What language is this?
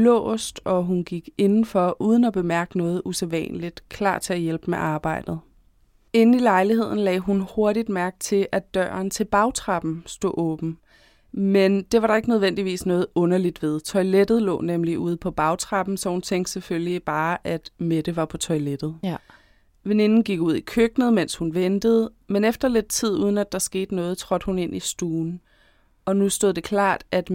Danish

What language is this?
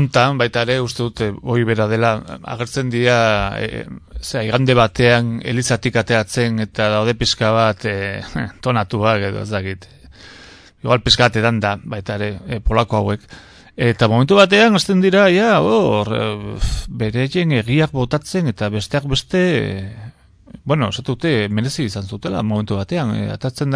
Basque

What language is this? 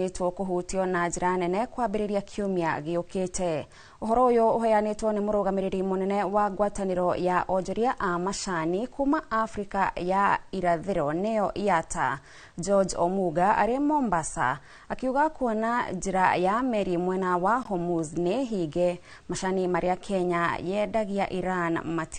Kikuyu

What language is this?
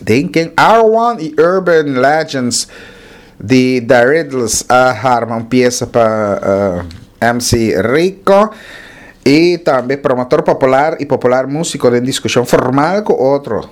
Papiamento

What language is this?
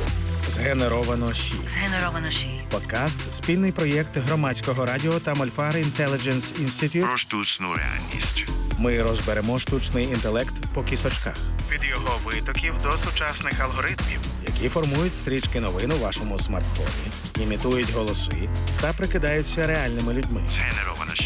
Ukrainian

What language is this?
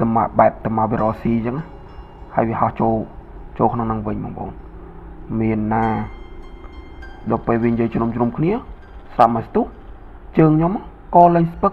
Khmer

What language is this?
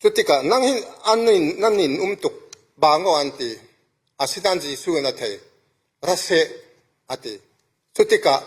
Falam Chin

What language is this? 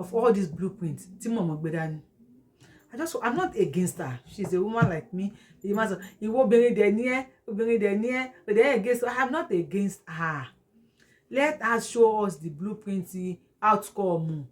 Yoruba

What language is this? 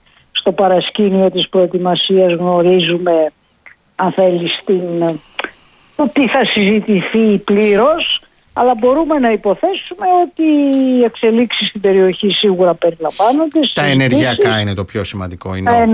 Greek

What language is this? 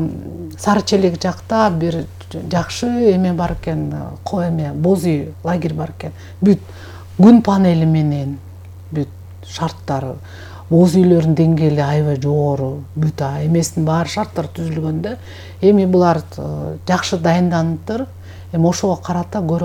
Kyrgyz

